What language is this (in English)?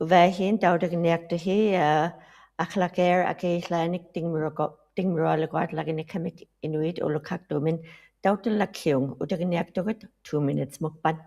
Western Canadian Inuktitut